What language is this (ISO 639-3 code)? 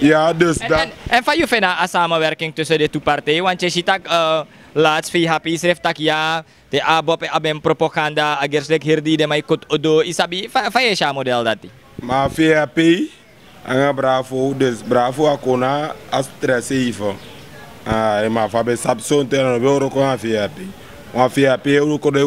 srn